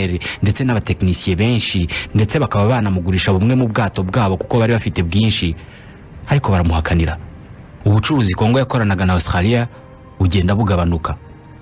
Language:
Kinyarwanda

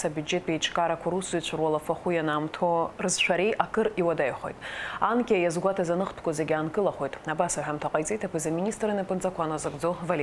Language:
Abkhazian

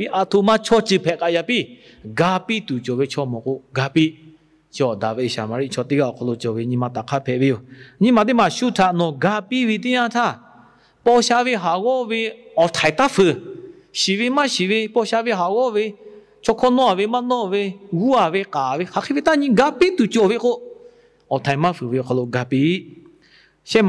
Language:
Lahu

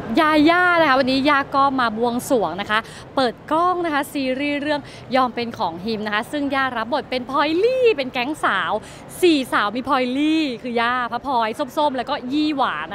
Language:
Thai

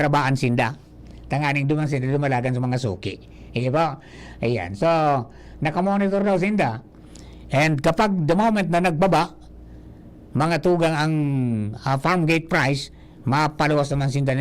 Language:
Bikol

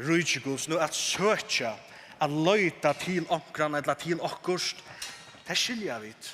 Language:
Faroese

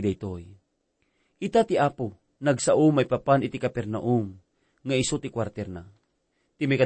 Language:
Iloko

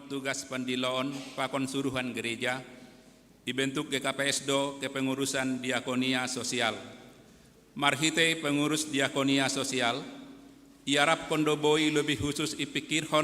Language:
Batak Simalungun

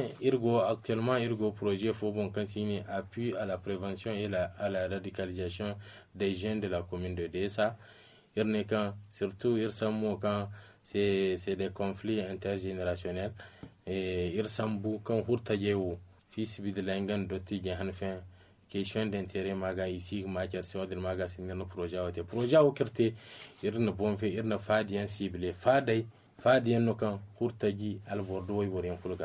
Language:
Zarma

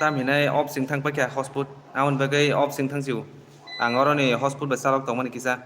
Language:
Kok Borok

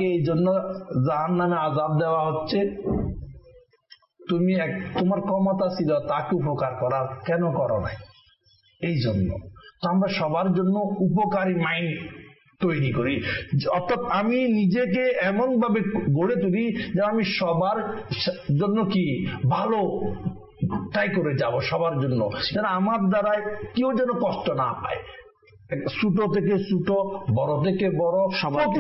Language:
Bangla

